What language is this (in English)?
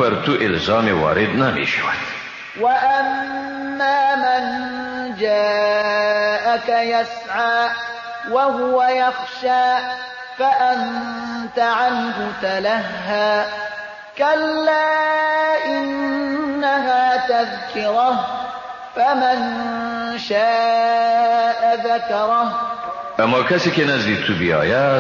Persian